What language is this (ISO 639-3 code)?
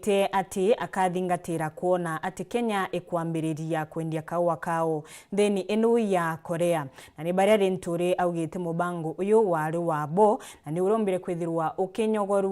mer